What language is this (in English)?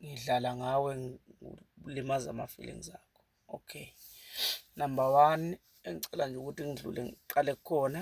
Zulu